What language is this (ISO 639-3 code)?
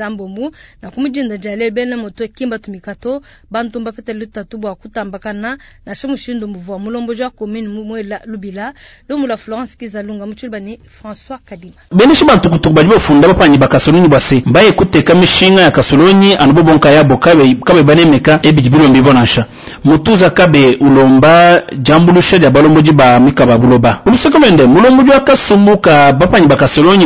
lua